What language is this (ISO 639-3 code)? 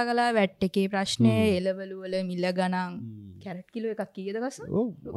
sin